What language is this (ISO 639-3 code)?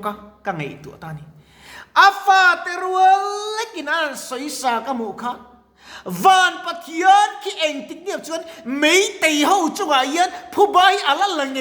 lus